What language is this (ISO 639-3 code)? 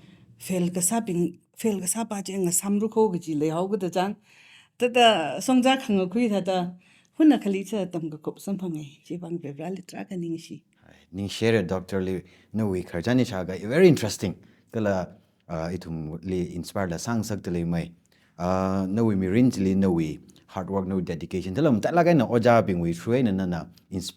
nmf